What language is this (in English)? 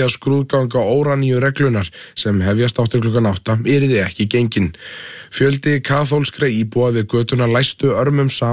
Icelandic